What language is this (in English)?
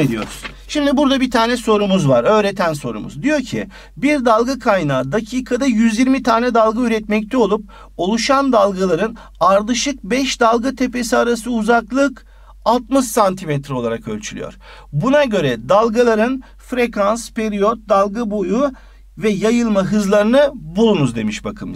Turkish